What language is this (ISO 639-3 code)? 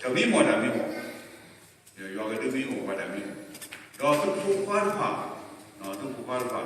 ksw